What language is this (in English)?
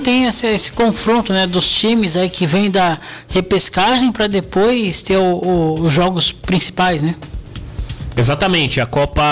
Portuguese